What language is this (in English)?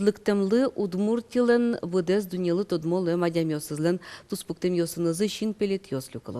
Udmurt